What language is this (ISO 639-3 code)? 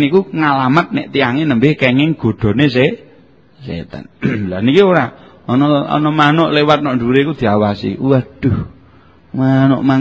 jav